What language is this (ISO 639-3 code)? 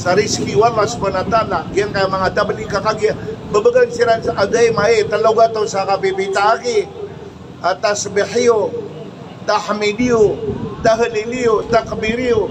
mrw